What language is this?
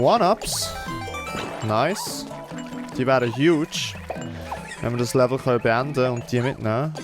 Swiss German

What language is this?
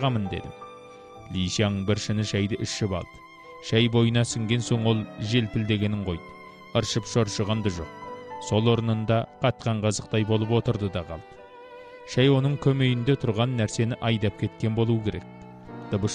Kazakh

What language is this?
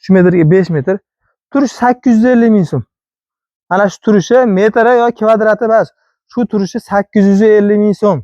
Uzbek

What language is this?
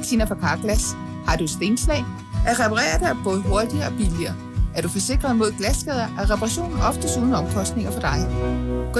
Danish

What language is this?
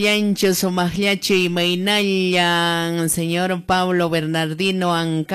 Quechua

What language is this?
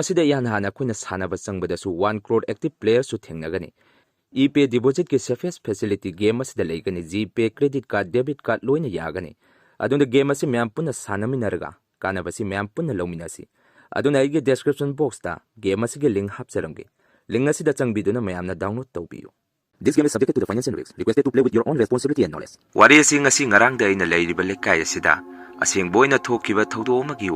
Manipuri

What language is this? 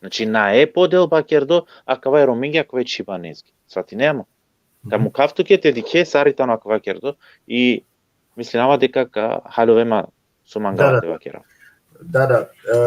Balkan Romani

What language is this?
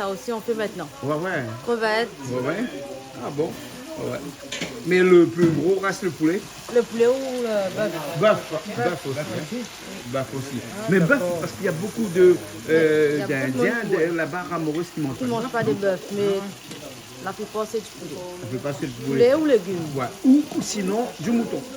Réunion Creole French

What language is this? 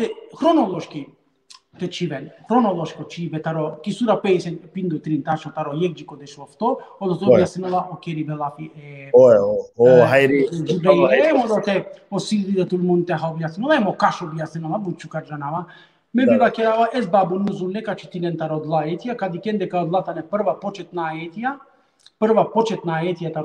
Balkan Romani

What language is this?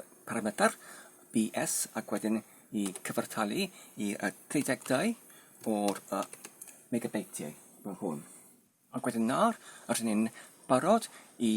Welsh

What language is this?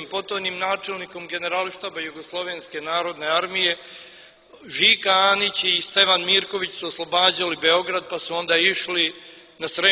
Serbian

